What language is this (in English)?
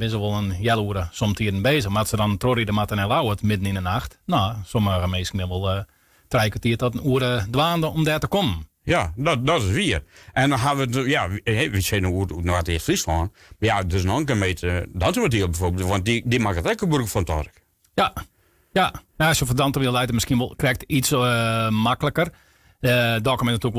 Western Frisian